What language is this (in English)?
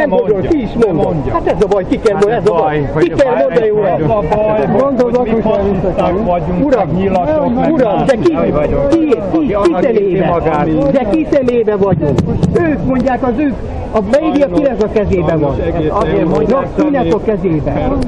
Hungarian